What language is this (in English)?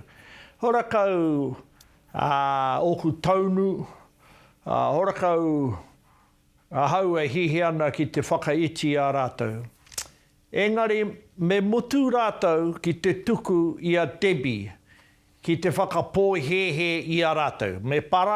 Māori